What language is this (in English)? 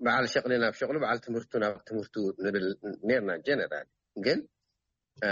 Tigrinya